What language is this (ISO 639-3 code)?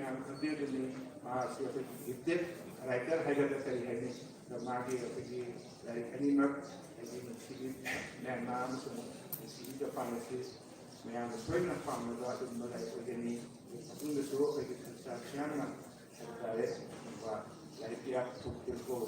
mni